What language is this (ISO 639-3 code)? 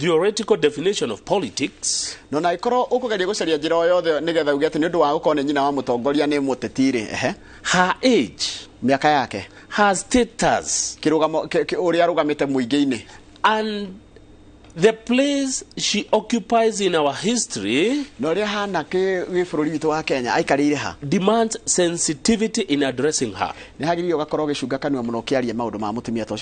kik